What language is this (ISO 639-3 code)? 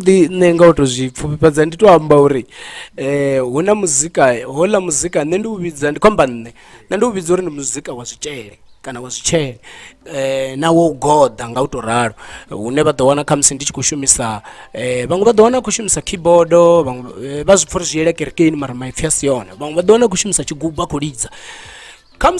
ven